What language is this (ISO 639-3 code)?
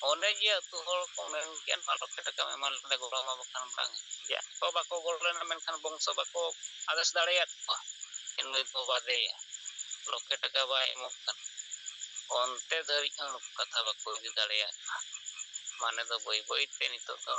sat